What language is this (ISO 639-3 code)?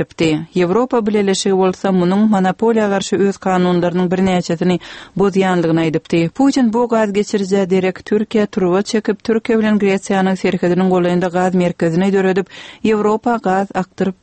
tuk